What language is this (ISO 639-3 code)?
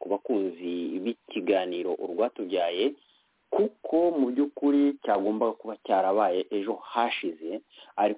kin